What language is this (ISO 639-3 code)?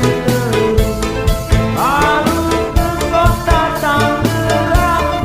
bew